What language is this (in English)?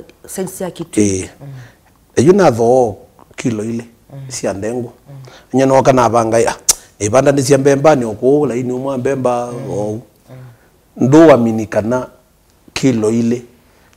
Kamba